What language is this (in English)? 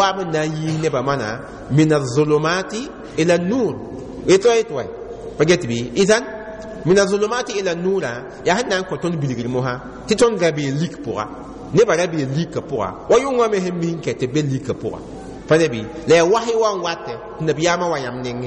Mossi